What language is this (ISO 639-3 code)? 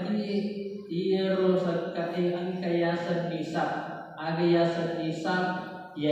bug